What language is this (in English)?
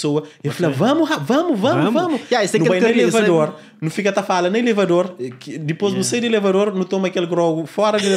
Kabuverdianu